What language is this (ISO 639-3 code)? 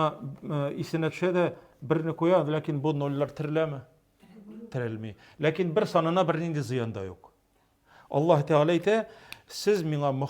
tat